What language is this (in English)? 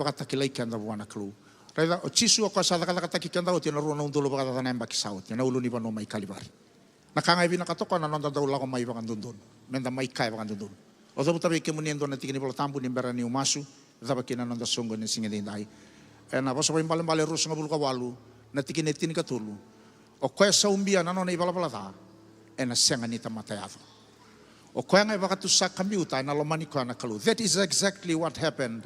Fijian